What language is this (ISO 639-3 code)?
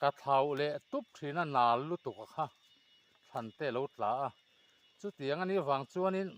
lus